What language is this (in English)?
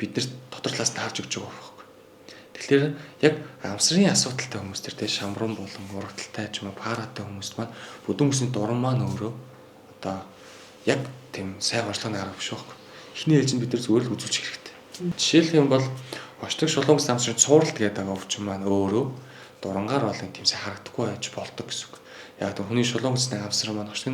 Mongolian